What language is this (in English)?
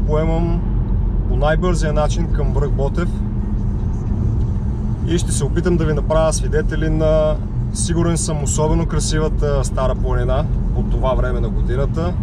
Bulgarian